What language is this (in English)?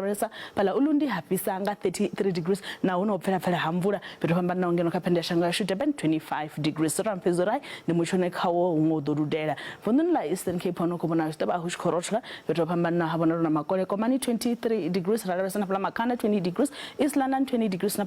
Venda